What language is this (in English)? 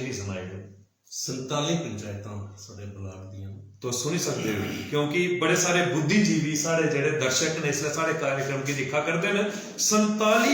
Dogri